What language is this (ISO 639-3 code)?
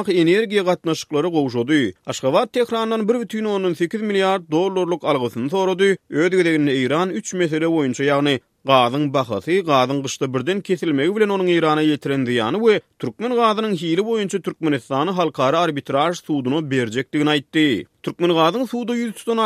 tuk